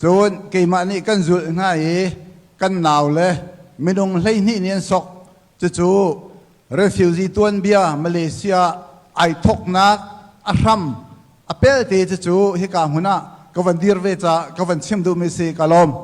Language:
Hakha Chin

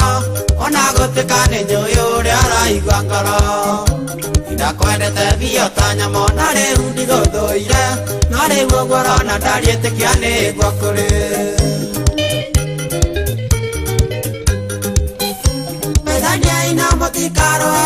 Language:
Kikuyu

